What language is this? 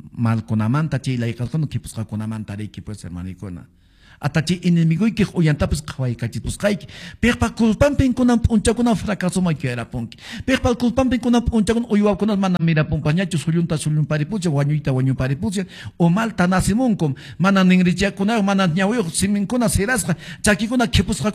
Quechua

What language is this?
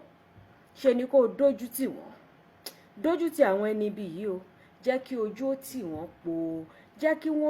Yoruba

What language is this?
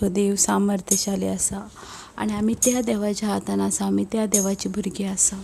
Konkani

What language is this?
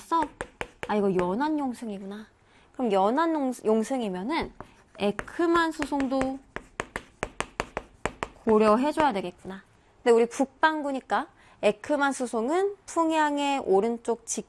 Korean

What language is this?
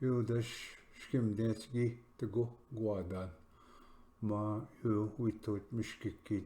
Ojibwa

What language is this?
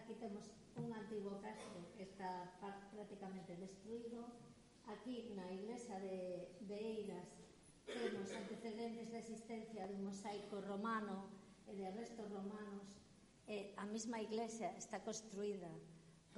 Galician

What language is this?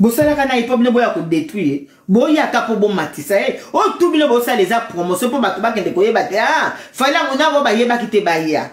Lingala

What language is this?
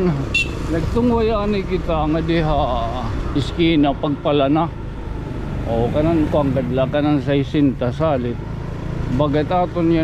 Waray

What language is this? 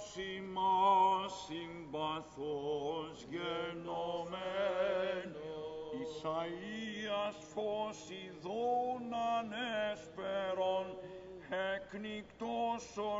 Greek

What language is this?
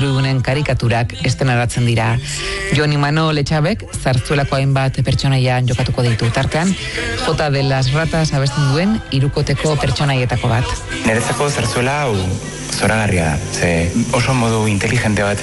Basque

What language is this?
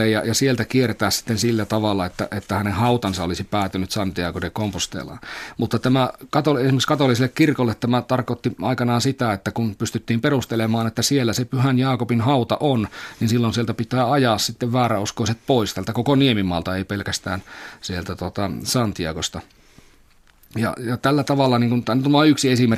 Finnish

